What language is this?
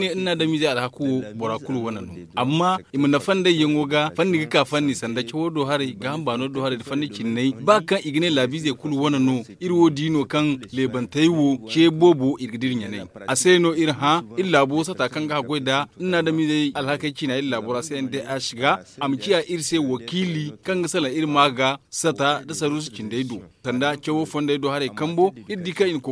Zarma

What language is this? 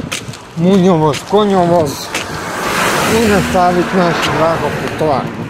Croatian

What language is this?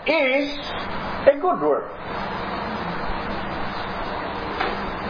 Filipino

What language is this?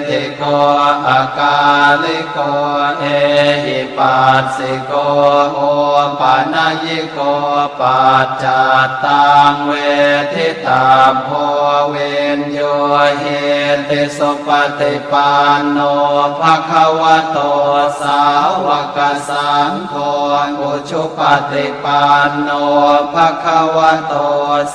Pali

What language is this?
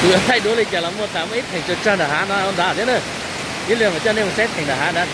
Hmong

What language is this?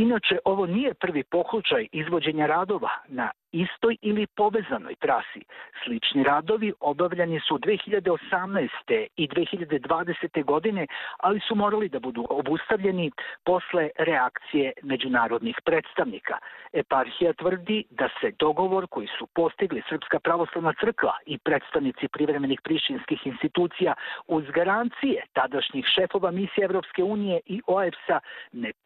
Serbian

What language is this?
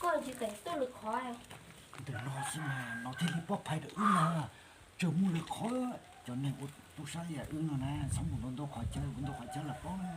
Hmong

